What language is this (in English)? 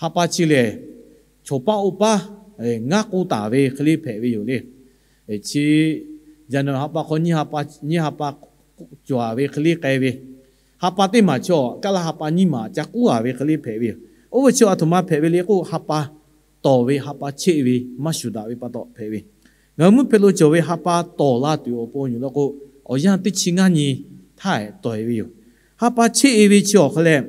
Lahu